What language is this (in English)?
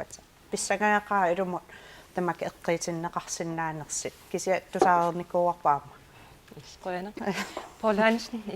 Kalaallisut